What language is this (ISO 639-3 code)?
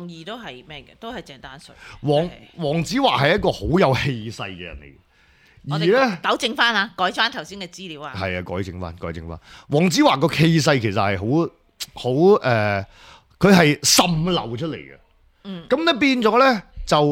yue